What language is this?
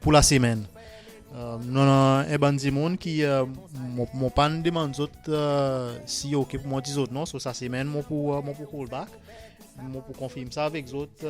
Seselwa Creole French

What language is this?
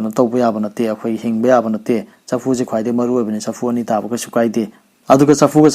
Manipuri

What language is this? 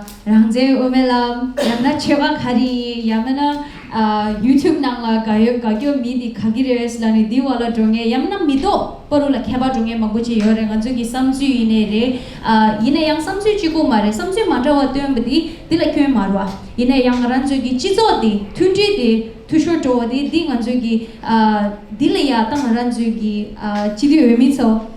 Tibetan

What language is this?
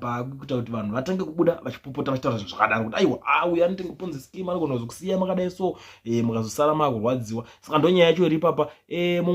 Shona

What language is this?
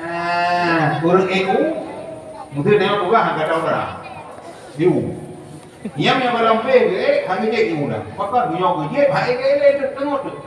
Achinese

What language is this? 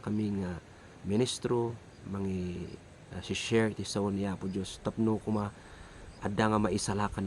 Iloko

